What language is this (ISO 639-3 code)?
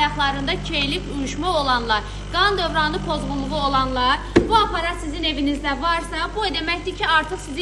aze